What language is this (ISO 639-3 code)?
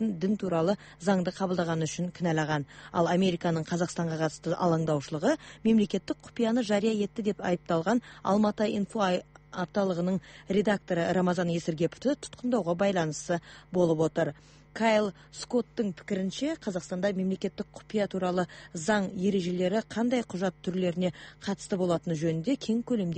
kaz